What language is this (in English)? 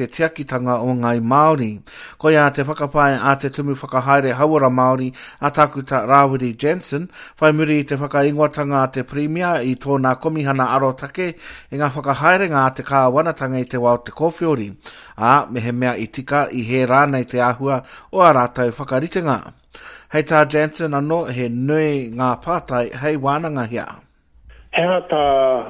Māori